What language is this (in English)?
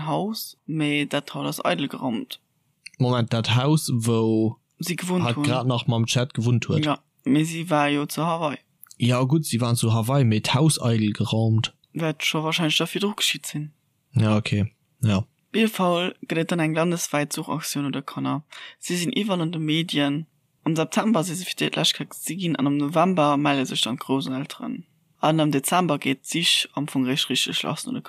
Luxembourgish